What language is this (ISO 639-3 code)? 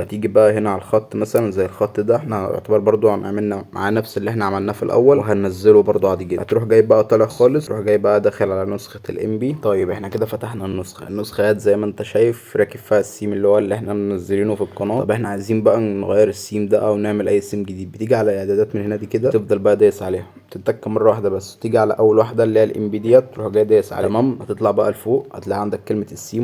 arz